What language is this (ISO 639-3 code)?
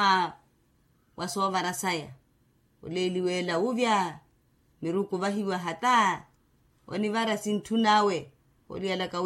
vmw